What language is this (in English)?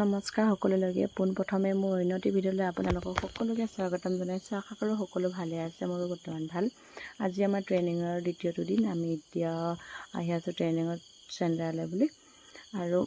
Assamese